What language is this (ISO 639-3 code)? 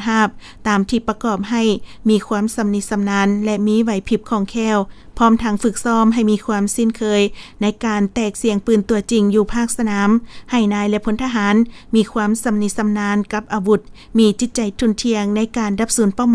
lao